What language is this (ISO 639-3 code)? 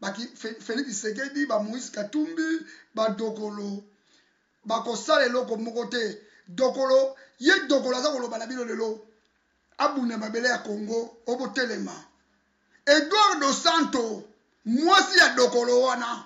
lin